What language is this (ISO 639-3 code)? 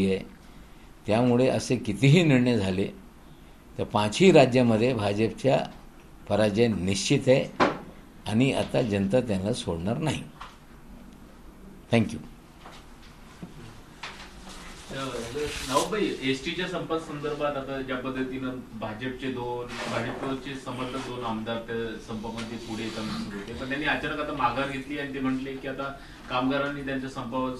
mar